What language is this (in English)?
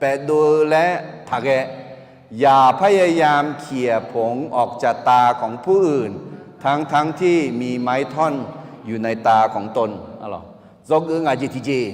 Akha